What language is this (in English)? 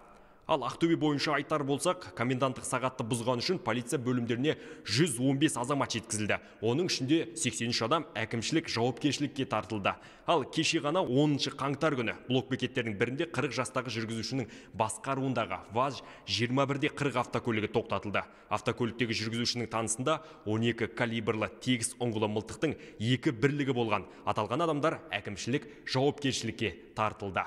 Kazakh